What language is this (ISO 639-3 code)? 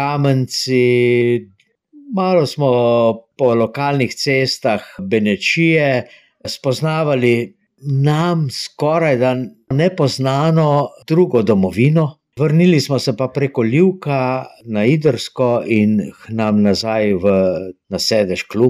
slv